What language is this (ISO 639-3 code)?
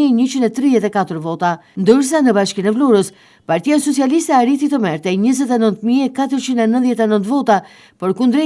sqi